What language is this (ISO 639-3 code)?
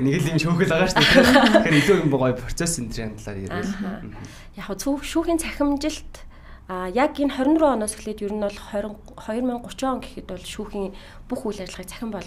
mon